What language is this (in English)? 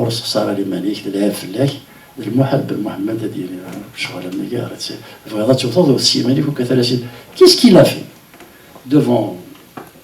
Kabyle